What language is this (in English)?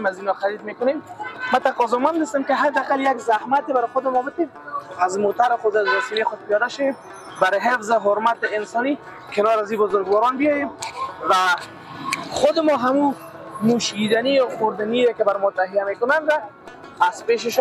Persian